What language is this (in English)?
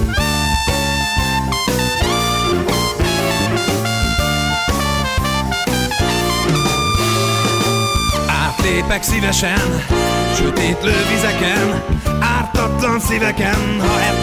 Hungarian